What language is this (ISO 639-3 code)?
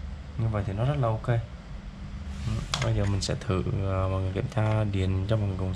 vie